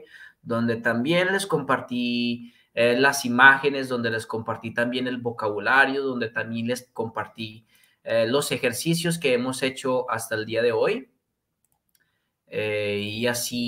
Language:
Spanish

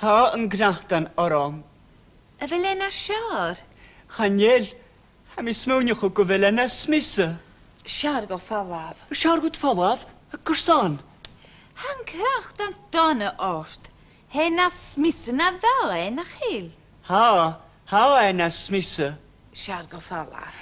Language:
Scottish Gaelic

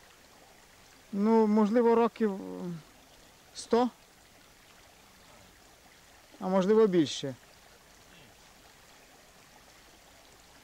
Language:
Ukrainian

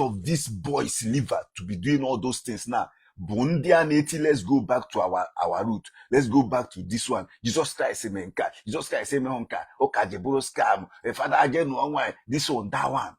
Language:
Igbo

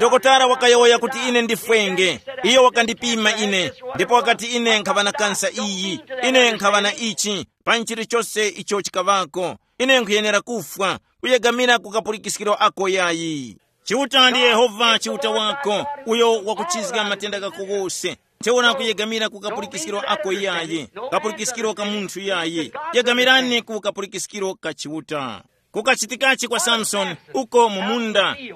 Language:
Tumbuka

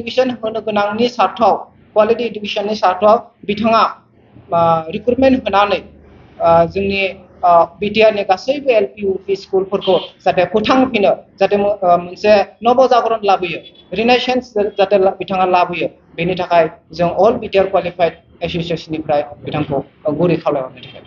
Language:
Bodo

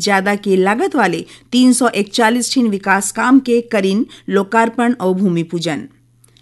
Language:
Chhattisgarhi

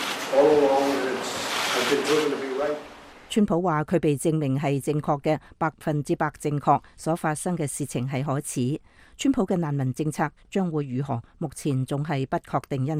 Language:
Cantonese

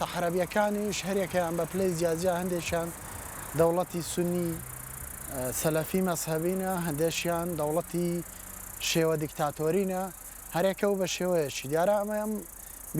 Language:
Central Kurdish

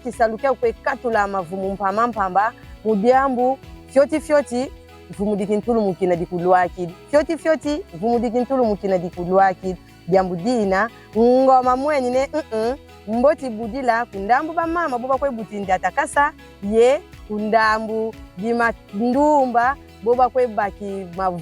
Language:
Kongo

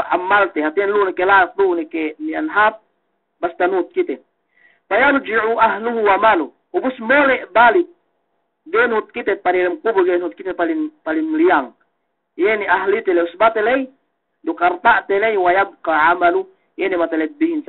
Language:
Yakan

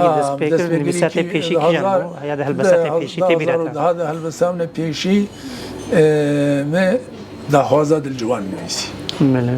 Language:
Kurdish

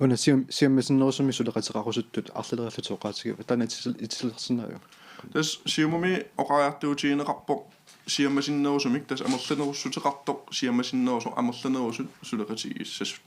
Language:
Kalaallisut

